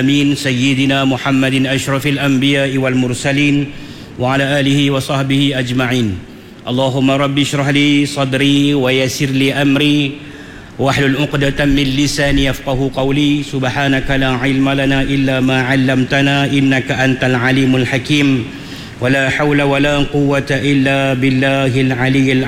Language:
Malay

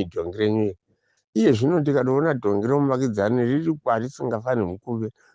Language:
Shona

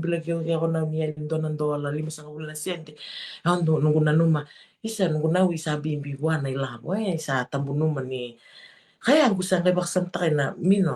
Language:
Fijian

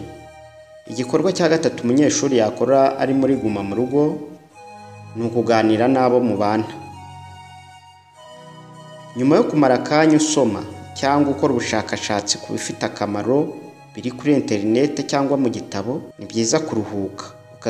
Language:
Kinyarwanda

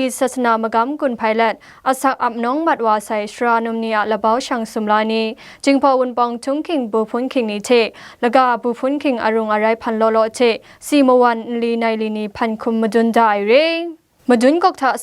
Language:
Kachin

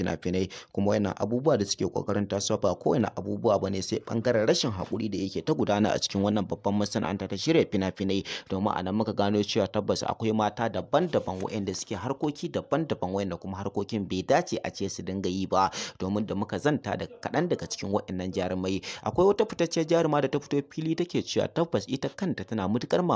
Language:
Hausa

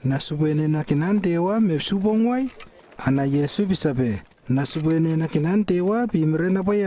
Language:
Lewo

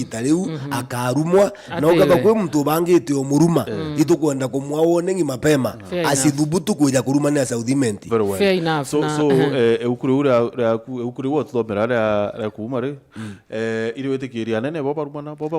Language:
Meru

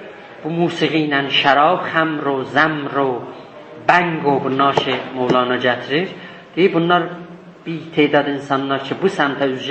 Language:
South Azerbaijani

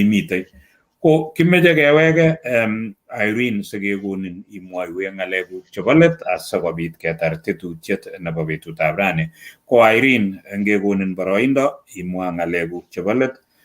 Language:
Kalenjin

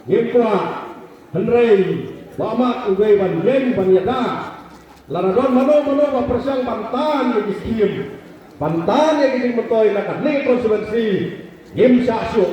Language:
Khasi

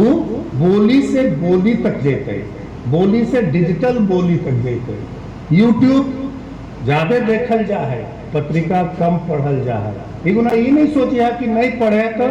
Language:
Magahi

